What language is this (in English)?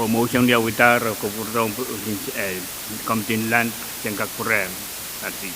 Pohnpeian